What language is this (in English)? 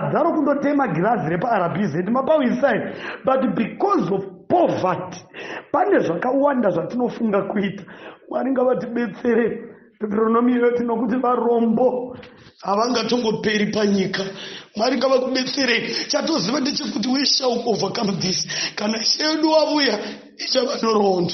Shona